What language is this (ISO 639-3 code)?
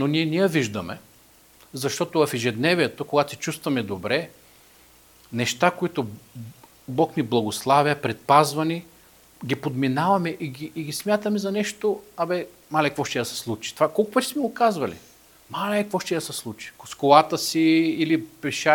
bul